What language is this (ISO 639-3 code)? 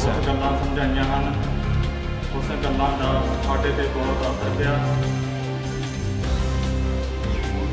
pan